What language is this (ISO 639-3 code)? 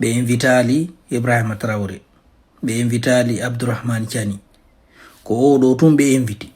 ful